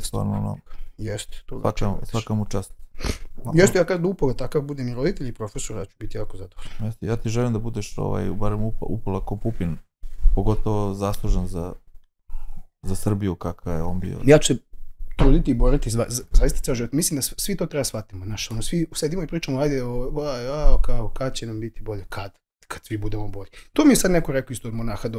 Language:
Serbian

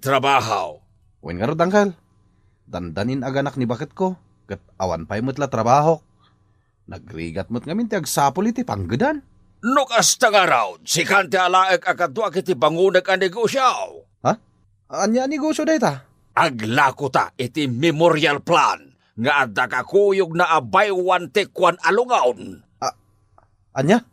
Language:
Iloko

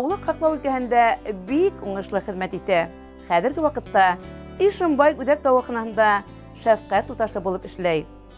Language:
Bashkir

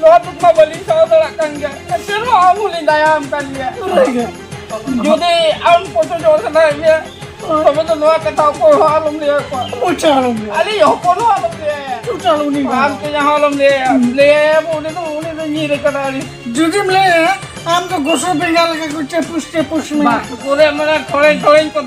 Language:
Santali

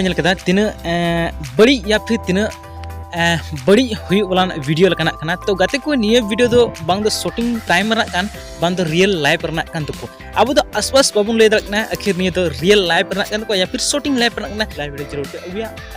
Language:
Santali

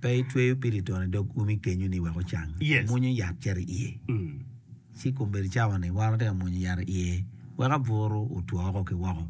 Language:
Acoli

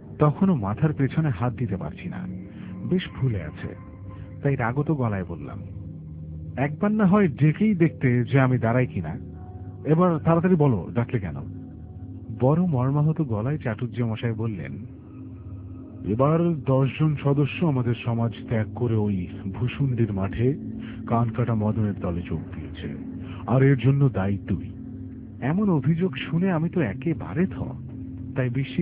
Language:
Bangla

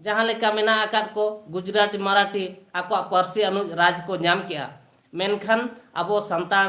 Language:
Santali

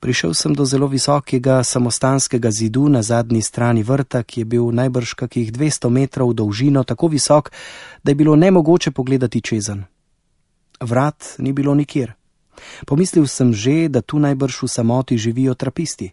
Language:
Slovenian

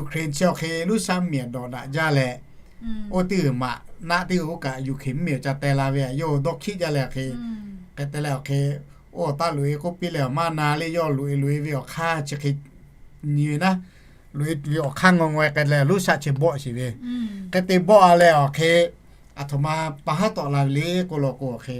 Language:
Lahu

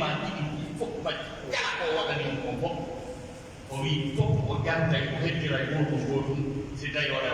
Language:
Pular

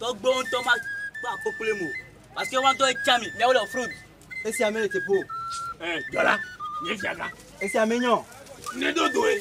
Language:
Ewe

